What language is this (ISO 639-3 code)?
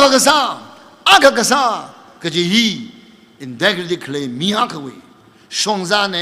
nmf